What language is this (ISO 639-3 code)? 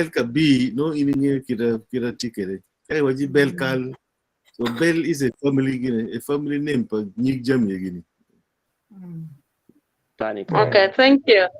ach